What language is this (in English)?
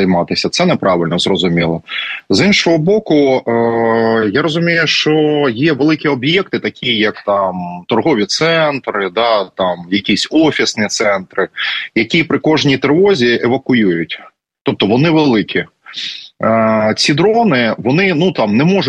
Ukrainian